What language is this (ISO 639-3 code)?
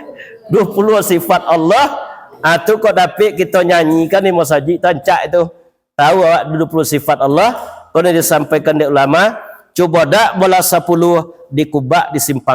min